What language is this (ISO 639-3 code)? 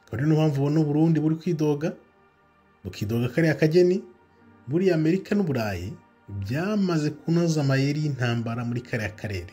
kin